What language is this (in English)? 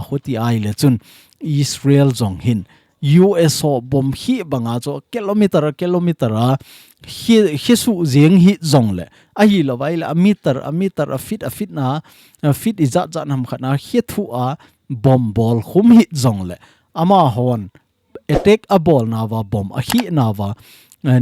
Thado Chin